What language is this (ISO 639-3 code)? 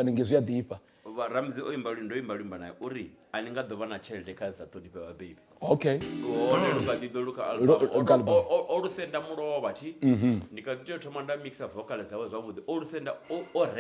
ven